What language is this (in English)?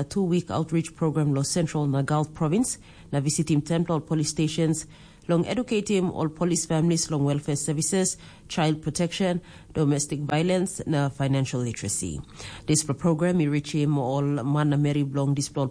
Tok Pisin